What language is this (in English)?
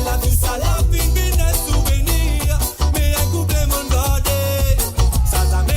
Morisyen